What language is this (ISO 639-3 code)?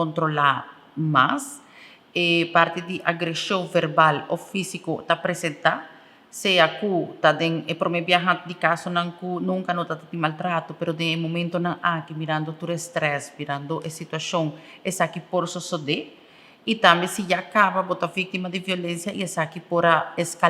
pap